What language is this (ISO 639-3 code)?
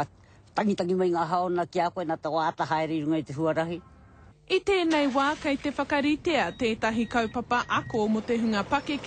mri